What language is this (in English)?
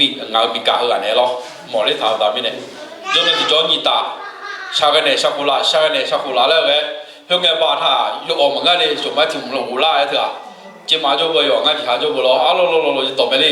Akha